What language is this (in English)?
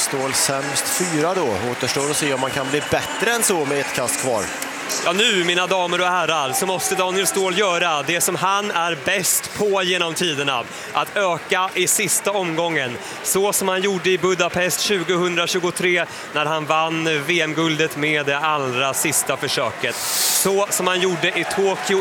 Swedish